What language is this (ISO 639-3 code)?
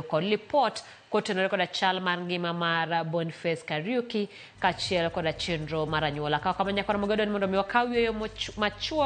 luo